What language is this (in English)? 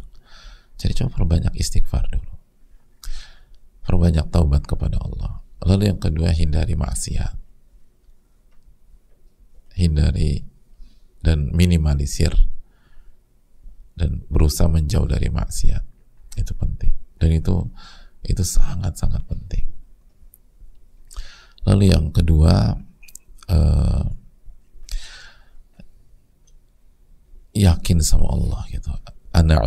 Indonesian